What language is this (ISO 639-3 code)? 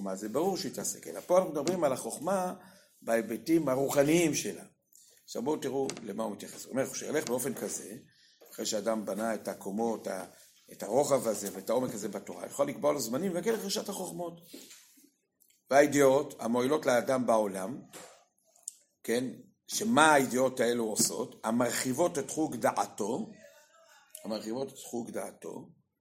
heb